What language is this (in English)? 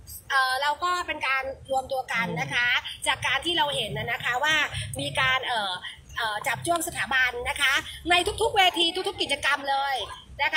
Thai